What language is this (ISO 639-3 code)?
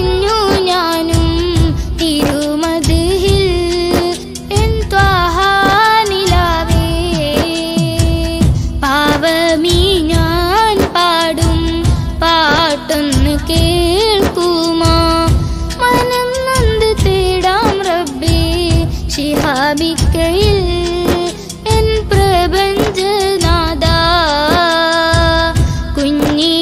mal